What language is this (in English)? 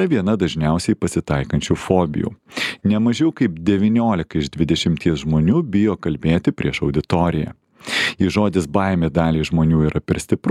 Lithuanian